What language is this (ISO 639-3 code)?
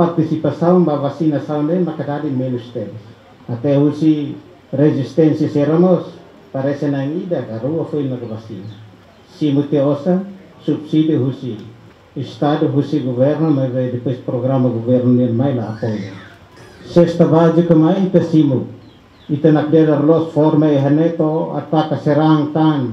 tet